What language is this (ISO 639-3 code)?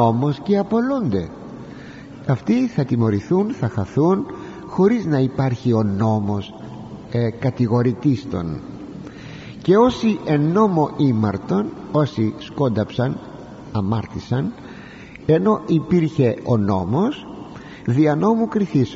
ell